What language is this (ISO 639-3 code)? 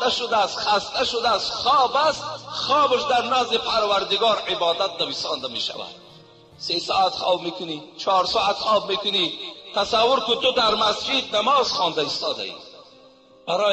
tgk